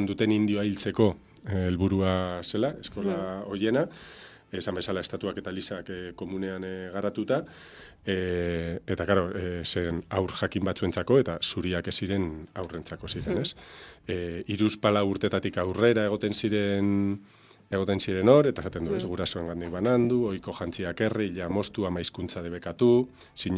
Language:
Basque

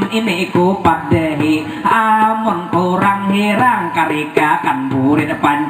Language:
Banjar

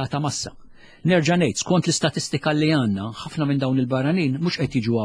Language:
Maltese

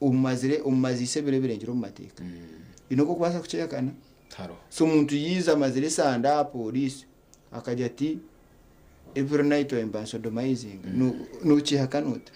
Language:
Nyankole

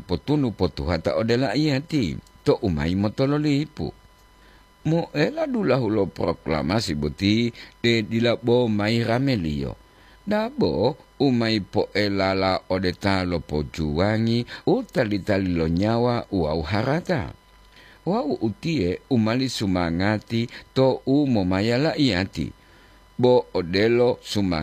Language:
Gorontalo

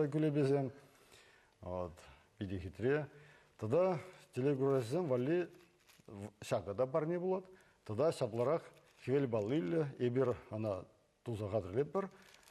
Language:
Chuvash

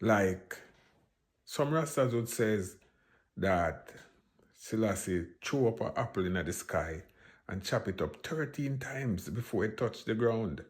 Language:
Jamaican Creole English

